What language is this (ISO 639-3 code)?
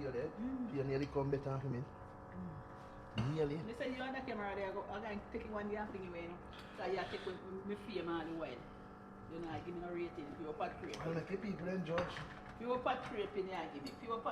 jam